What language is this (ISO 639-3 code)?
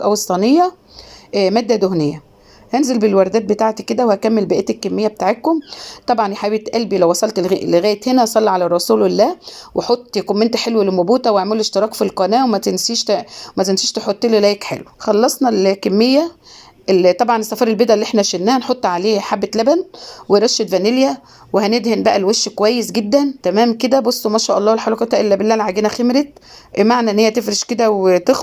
arz